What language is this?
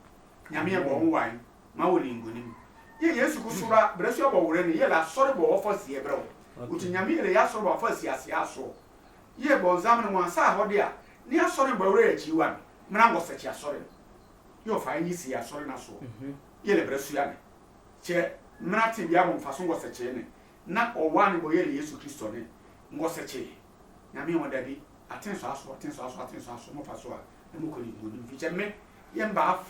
Sehwi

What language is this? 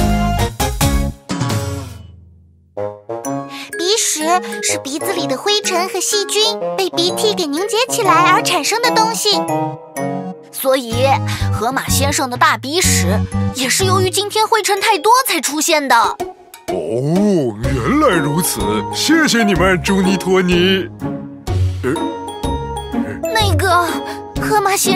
Chinese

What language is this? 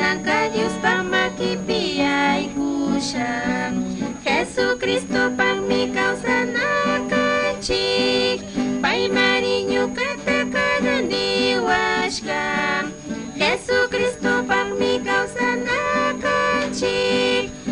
Chimborazo Highland Quichua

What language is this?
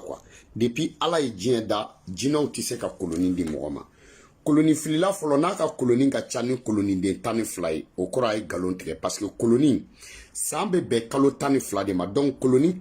Bambara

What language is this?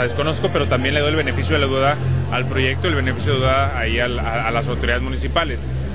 Spanish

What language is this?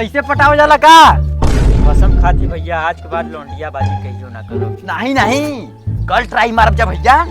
Awadhi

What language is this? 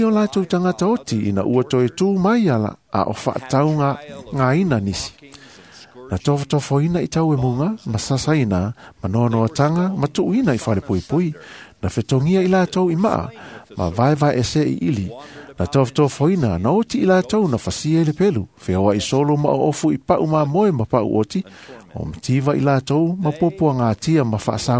Samoan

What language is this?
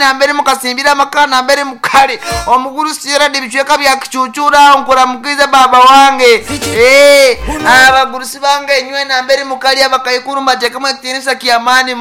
Nyoro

